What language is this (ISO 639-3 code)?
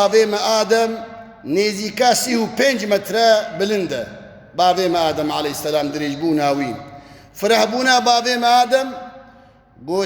kur